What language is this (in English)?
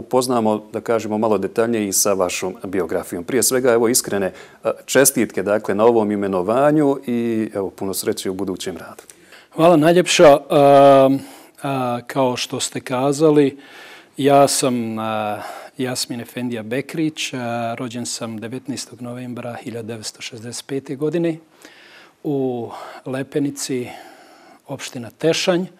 Bosnian